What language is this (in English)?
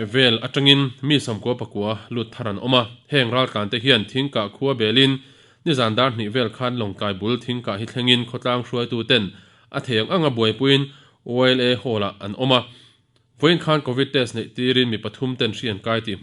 Mizo